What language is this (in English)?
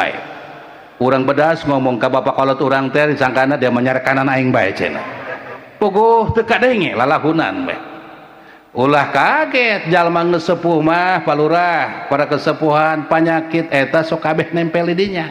Sundanese